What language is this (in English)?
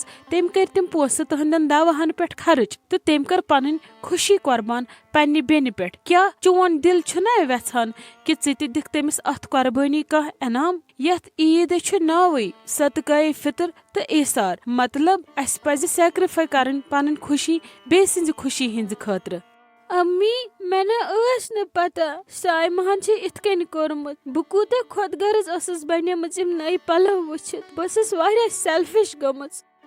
Kashmiri